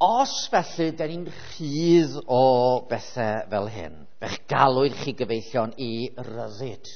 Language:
Welsh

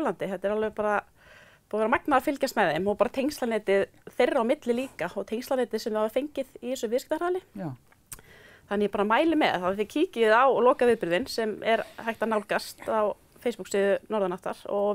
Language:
Icelandic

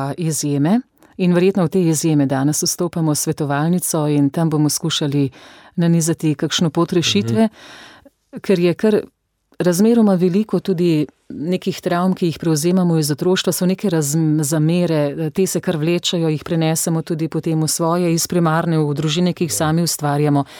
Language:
Slovenian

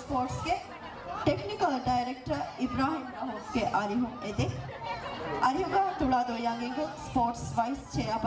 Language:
Divehi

